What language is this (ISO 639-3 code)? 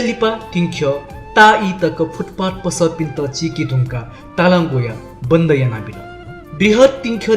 new